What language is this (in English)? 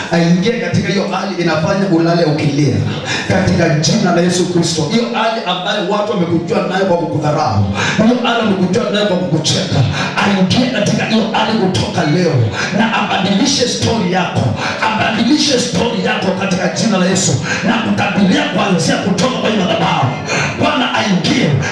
Swahili